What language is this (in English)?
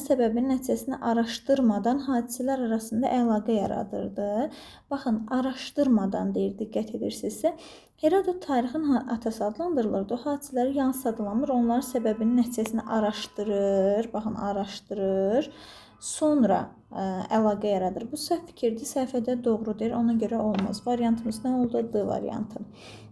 Azerbaijani